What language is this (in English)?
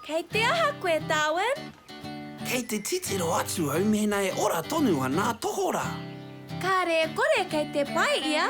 Māori